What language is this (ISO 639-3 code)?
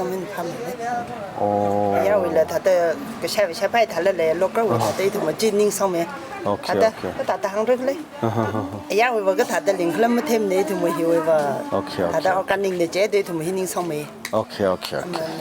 nmf